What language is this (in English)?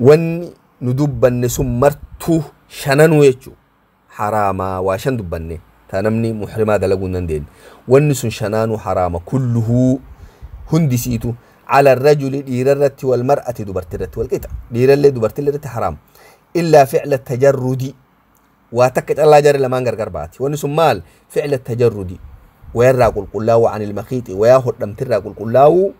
Oromo